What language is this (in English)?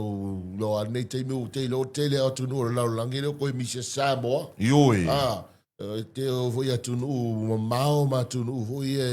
Samoan